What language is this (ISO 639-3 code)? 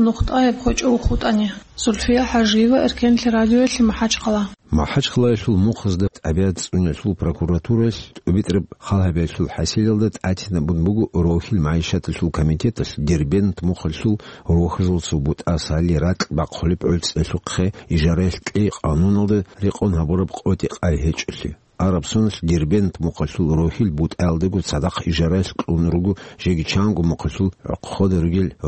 ava